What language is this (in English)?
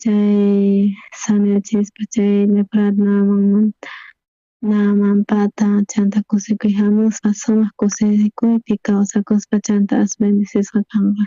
South Bolivian Quechua